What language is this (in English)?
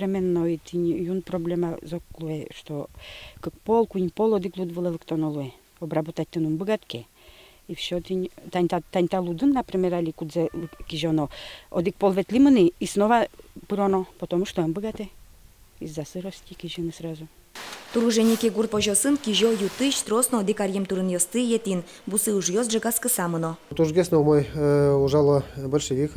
Udmurt